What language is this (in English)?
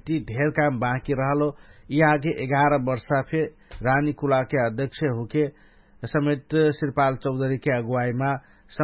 Dangaura Tharu